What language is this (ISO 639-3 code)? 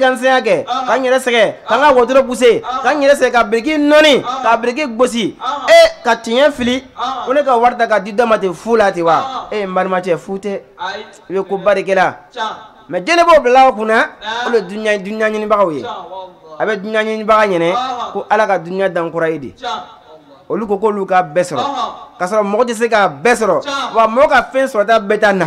bam